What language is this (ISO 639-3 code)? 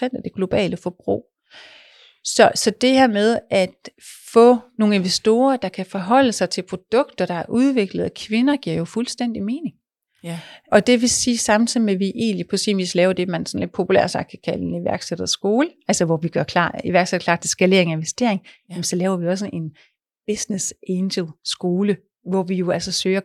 dan